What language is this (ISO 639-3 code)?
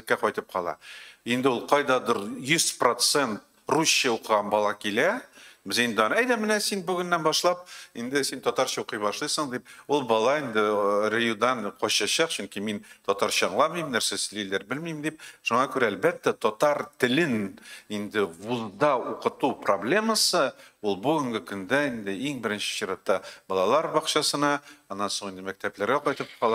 tat